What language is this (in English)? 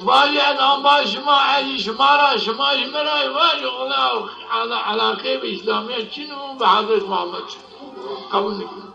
Zaza